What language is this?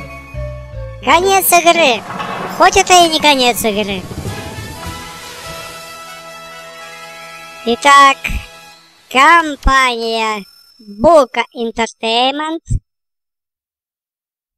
Russian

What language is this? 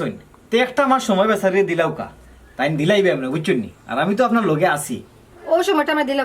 Sylheti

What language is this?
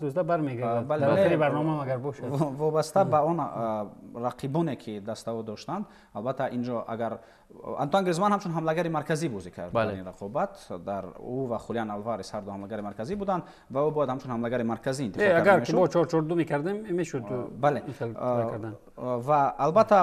Tajik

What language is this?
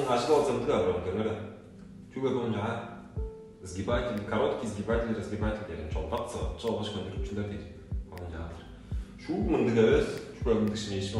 Tuvinian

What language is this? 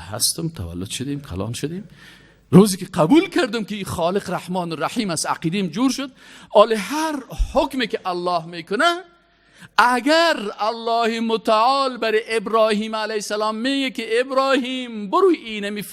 Persian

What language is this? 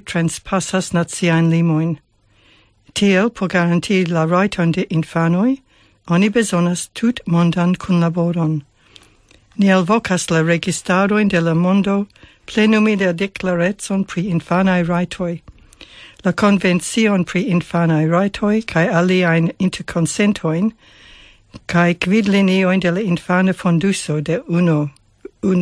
Esperanto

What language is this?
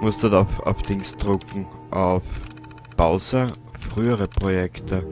Bavarian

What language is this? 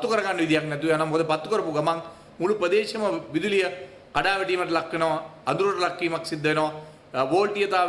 Sinhala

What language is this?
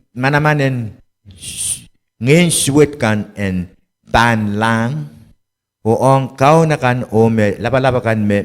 Pohnpeian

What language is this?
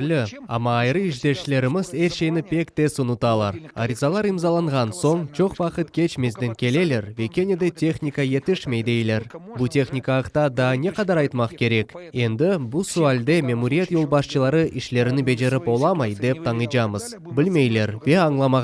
Crimean Tatar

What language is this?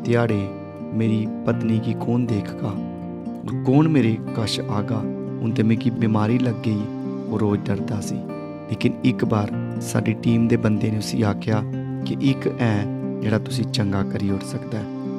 Dogri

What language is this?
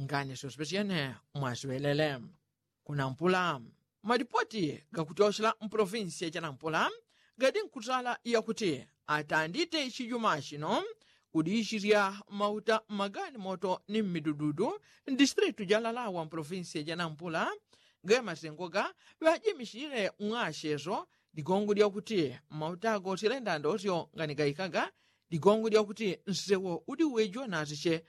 Yao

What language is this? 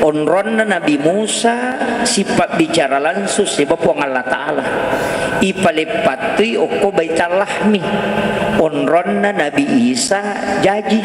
Buginese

